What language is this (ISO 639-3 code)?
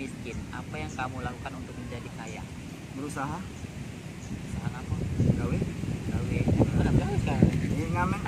mui